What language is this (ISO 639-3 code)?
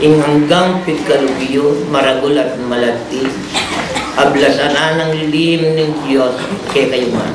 pam